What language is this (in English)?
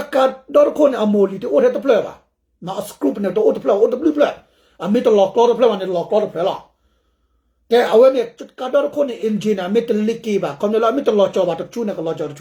S'gaw Karen